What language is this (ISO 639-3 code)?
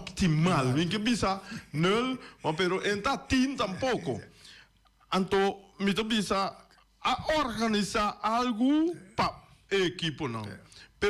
pap